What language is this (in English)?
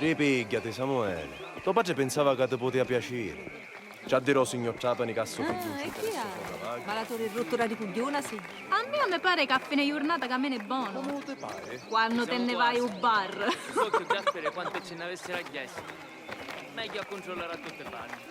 Sicilian